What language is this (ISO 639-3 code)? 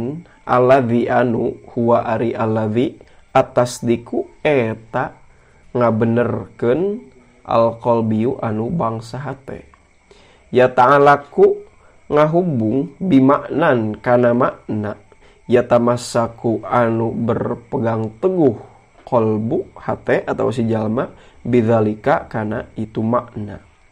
sun